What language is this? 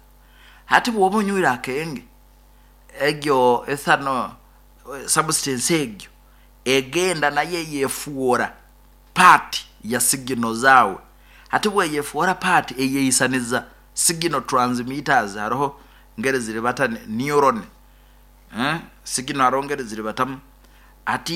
Nyoro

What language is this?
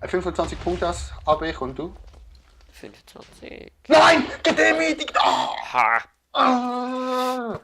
Swiss German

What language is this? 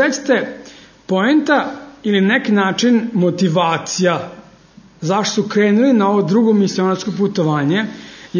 Serbian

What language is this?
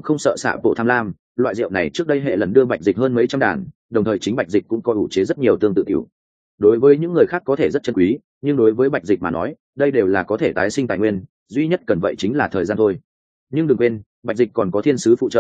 Vietnamese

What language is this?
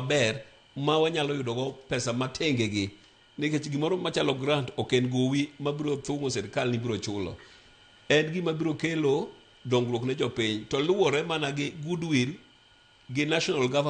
Luo (Kenya and Tanzania)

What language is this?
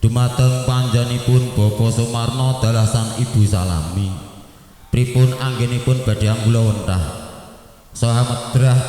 Javanese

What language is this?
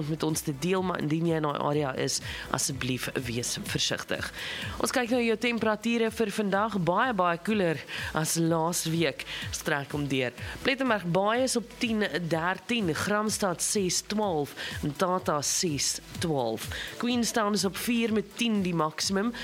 Afrikaans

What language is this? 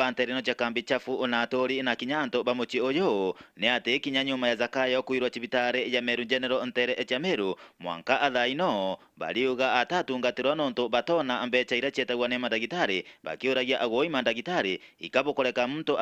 Meru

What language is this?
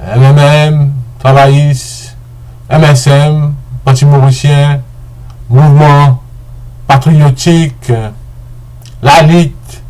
Morisyen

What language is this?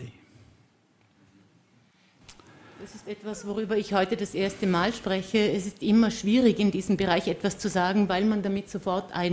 German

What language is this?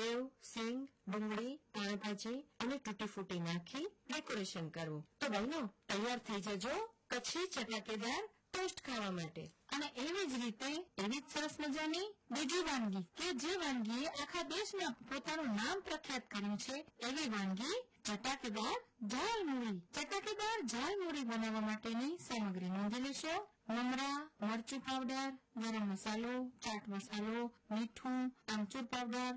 Gujarati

